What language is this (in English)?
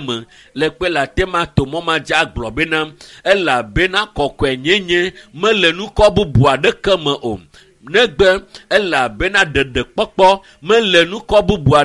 Ewe